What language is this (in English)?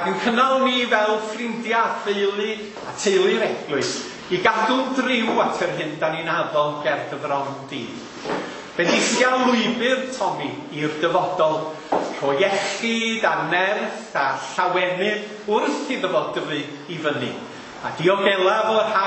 Welsh